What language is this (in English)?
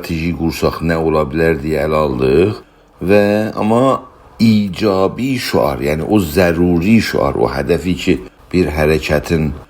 South Azerbaijani